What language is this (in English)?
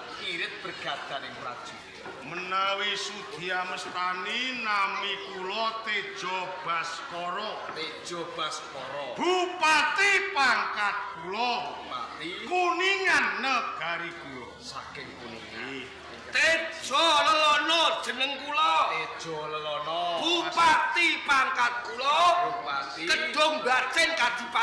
Javanese